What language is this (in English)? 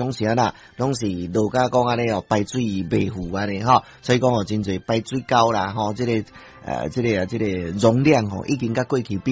Min Nan Chinese